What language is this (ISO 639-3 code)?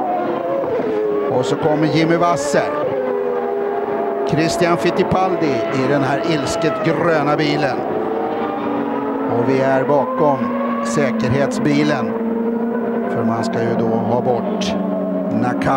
swe